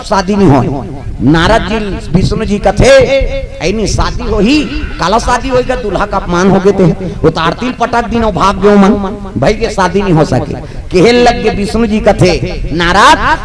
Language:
Chhattisgarhi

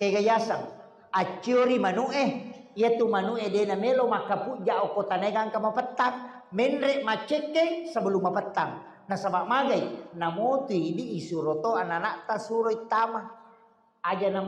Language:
Buginese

